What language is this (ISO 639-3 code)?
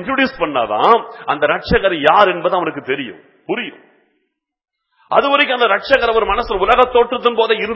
tam